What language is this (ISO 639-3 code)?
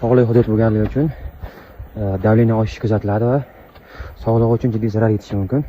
uzb